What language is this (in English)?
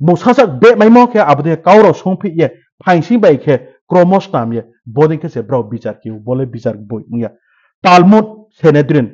Riang (India)